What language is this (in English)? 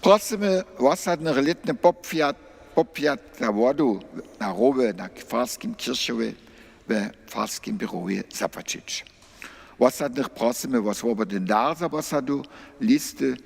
Upper Sorbian